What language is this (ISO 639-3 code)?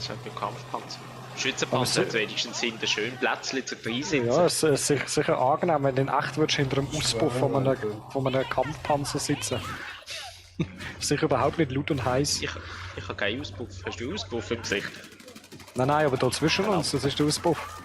gsw